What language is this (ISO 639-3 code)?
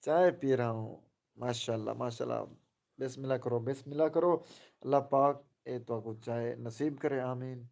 skr